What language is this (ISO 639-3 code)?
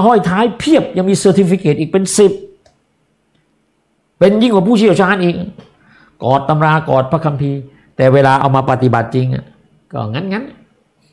tha